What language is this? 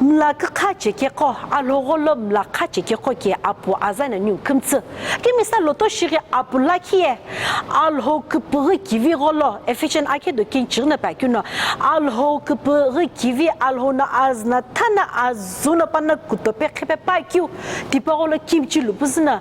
Sumi Naga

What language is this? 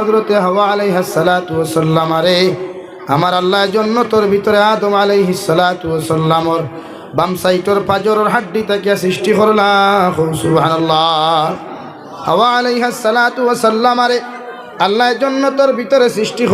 Sylheti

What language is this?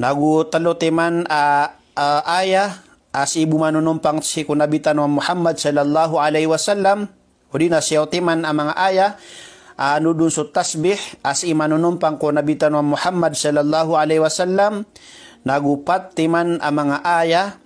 Maranao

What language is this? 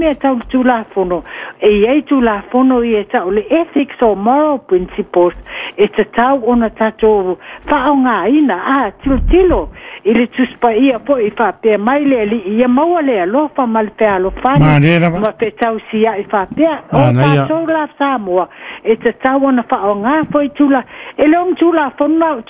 Samoan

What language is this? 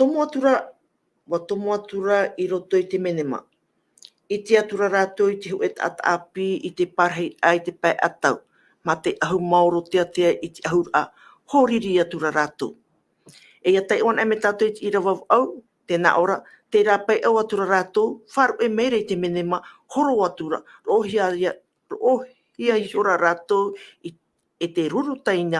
Tahitian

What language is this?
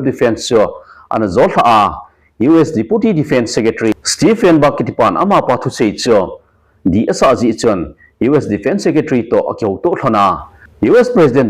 Thado Chin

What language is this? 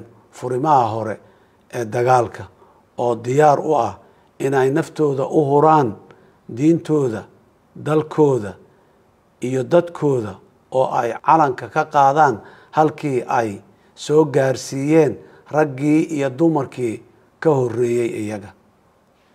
Somali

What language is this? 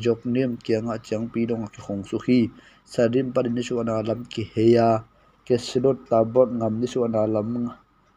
Tedim Chin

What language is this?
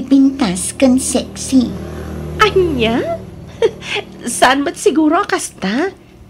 Iloko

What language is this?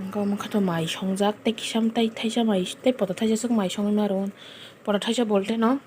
Kok Borok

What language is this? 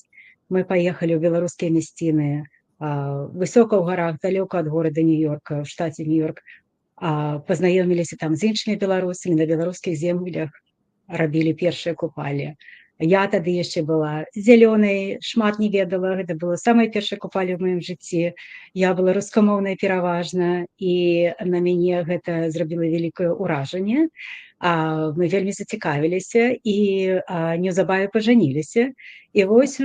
Belarusian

